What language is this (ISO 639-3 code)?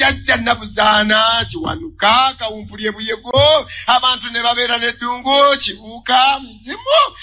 lug